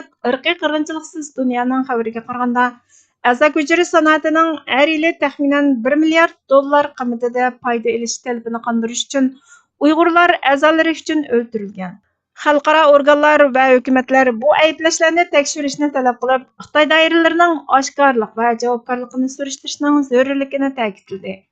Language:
Uyghur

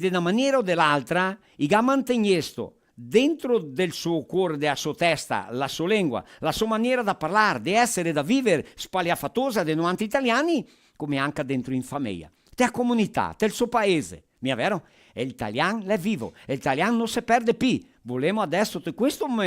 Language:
Venetian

